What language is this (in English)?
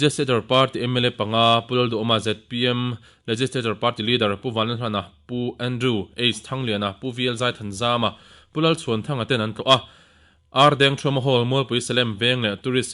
Mizo